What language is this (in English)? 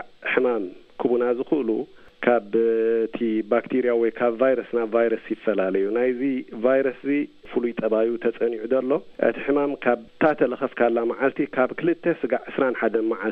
Tigrinya